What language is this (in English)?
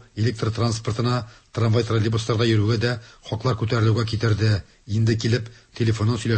Tatar